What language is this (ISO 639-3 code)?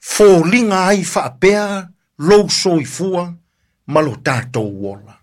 smo